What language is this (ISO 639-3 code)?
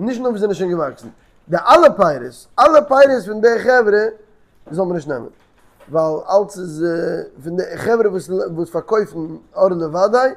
yid